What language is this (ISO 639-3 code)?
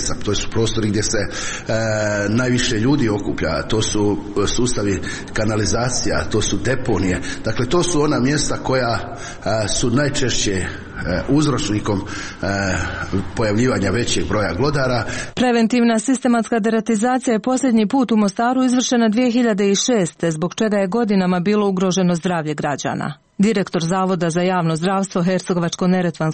hrv